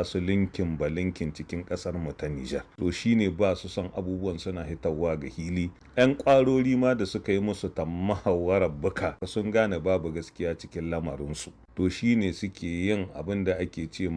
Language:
Hausa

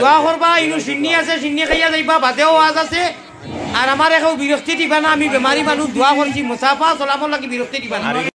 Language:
Sylheti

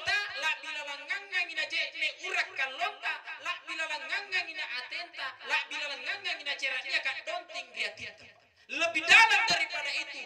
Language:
Makasar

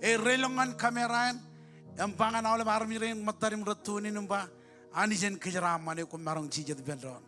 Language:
Marshallese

